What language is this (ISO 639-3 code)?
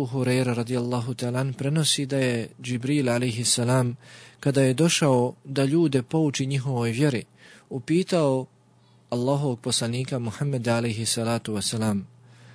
bos